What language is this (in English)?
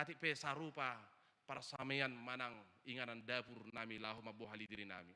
Batak Toba